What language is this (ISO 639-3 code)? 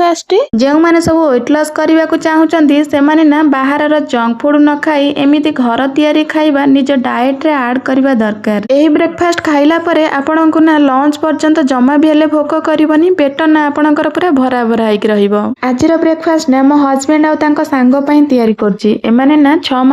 ori